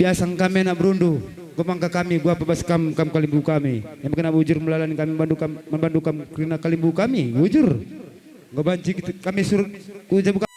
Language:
Batak Karo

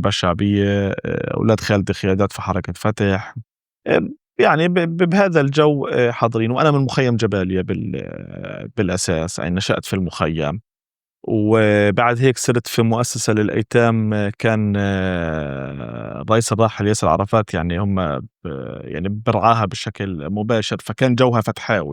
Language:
North Levantine Arabic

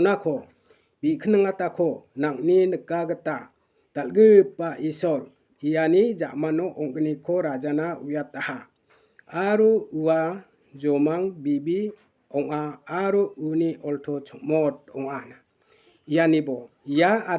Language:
Garo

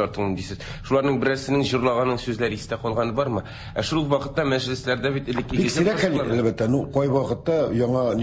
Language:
Tatar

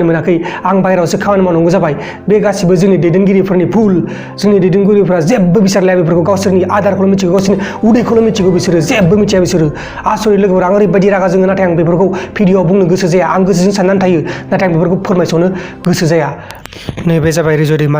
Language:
Bodo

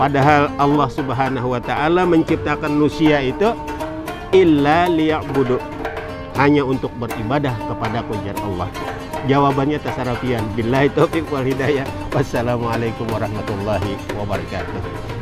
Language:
Banjar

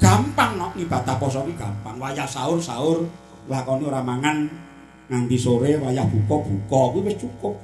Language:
Javanese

